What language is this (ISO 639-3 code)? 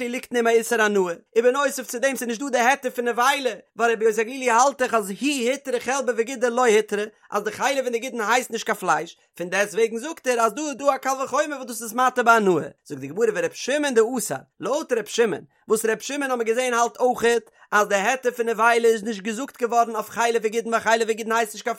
yid